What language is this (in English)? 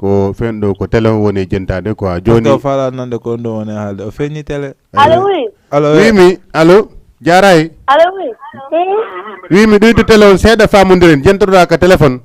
Fula